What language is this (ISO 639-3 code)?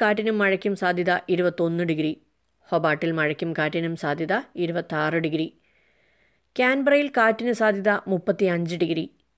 mal